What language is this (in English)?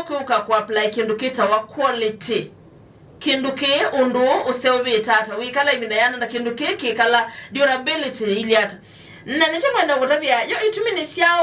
Kamba